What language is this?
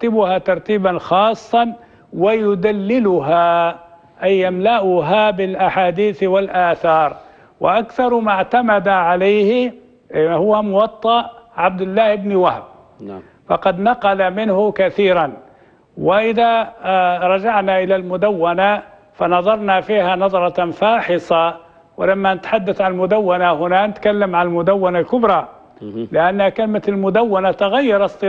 Arabic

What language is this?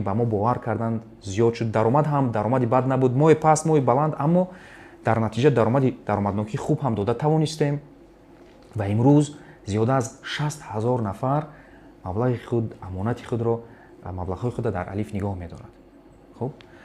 Tajik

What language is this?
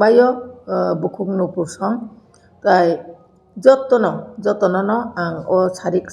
Kok Borok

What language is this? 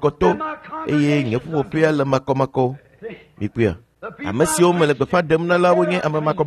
Ewe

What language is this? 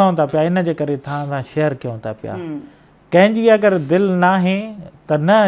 Sindhi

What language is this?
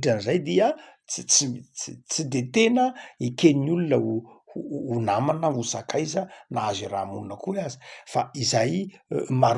Malagasy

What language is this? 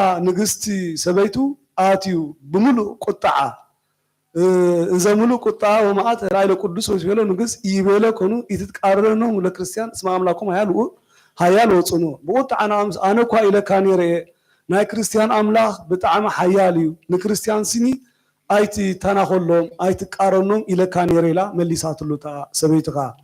Geez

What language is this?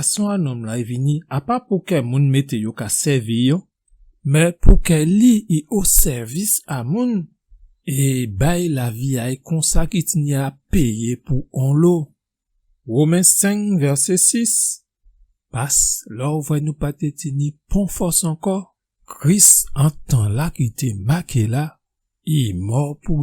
Guadeloupean Creole French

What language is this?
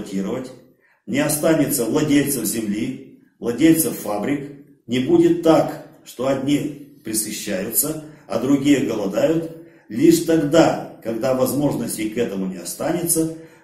Russian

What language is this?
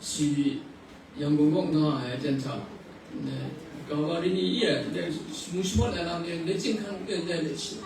Kachin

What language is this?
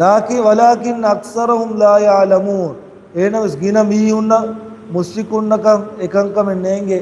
Divehi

